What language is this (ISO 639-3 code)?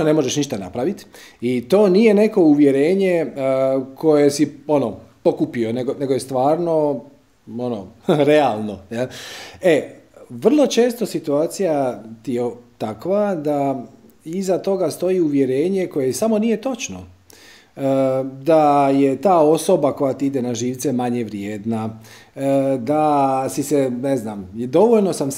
hrv